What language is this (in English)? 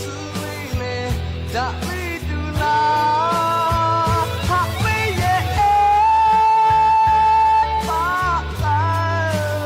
Lahu